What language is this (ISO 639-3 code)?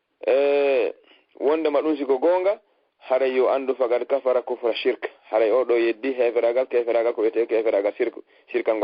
ful